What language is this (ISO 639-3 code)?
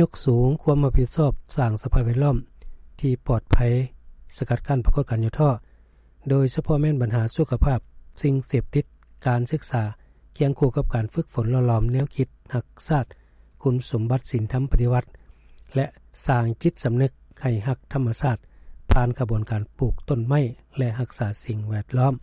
lao